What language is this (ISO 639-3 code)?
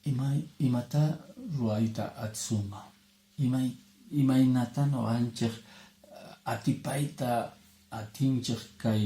que